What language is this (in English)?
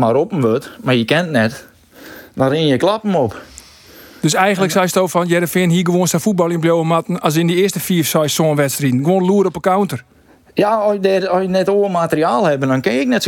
Western Frisian